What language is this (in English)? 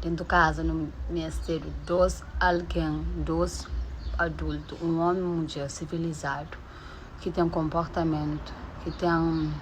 Kabuverdianu